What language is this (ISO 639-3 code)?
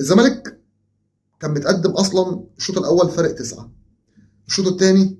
arz